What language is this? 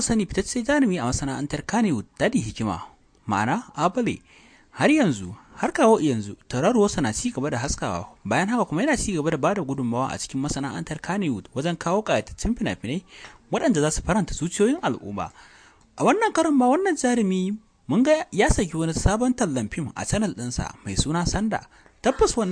Hausa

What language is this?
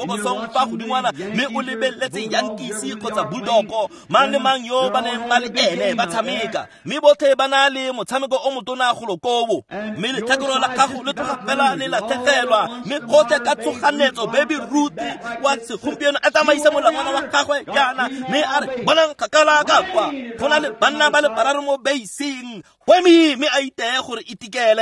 Tswana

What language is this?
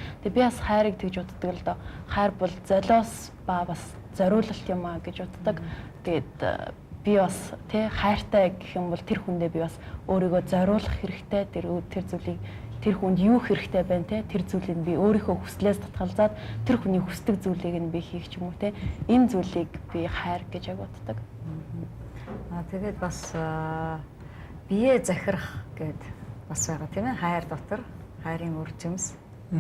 Mongolian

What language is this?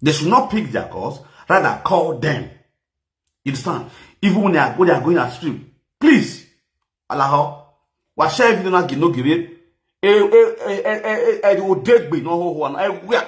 Nigerian Pidgin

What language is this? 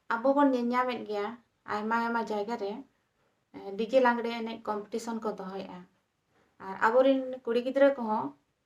Santali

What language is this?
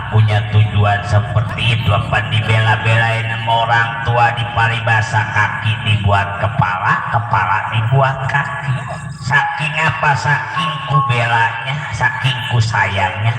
Betawi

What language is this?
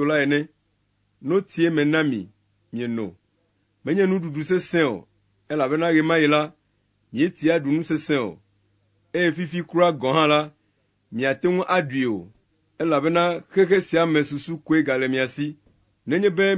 Ewe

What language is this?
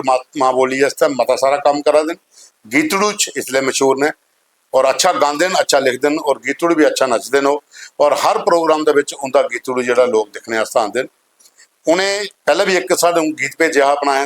Dogri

